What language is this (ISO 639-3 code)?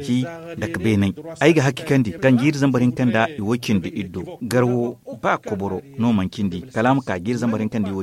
dje